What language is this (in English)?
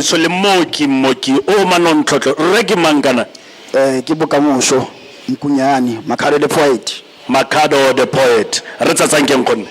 Tswana